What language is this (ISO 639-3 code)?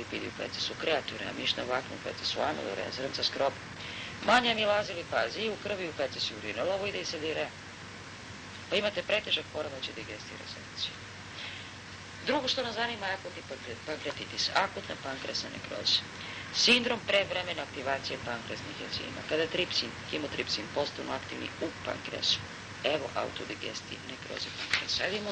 srp